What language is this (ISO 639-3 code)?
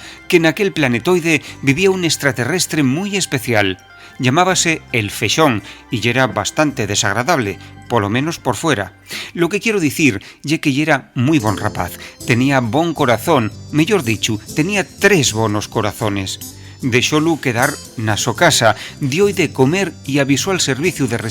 ast